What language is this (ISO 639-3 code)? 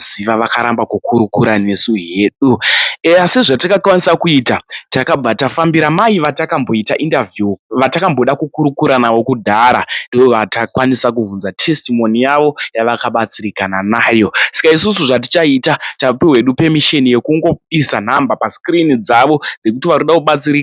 sna